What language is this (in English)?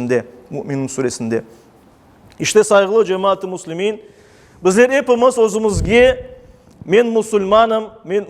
Crimean Tatar